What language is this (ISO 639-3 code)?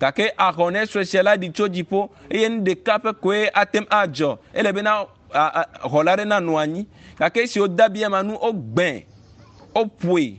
ewe